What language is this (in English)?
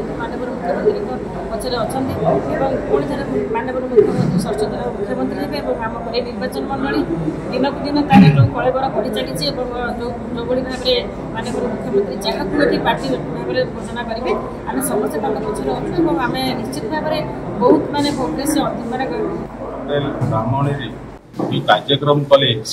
Odia